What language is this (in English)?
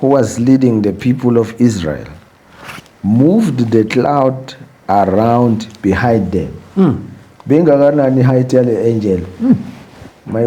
Zulu